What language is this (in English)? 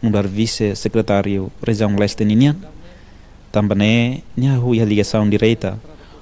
Tetum